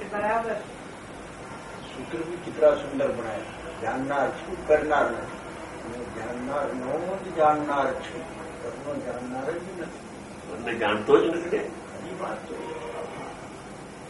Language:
Gujarati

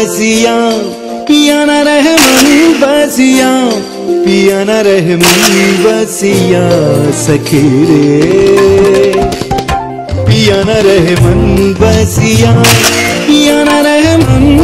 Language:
Bhojpuri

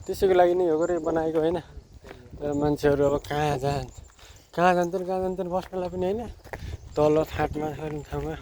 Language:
Nepali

